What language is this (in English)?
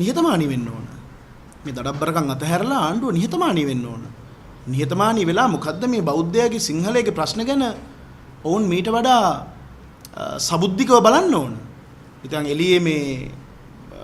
Sinhala